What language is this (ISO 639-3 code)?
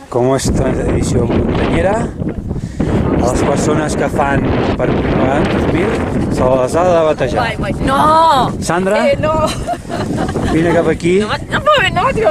cat